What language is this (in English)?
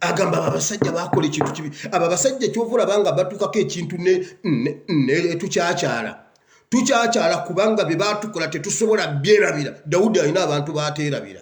Ganda